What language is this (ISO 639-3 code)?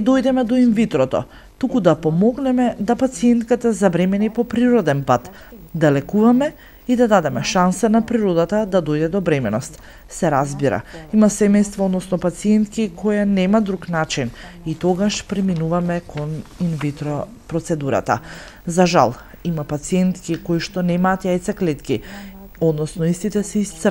mkd